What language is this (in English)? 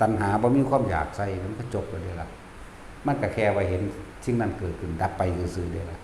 Northeastern Thai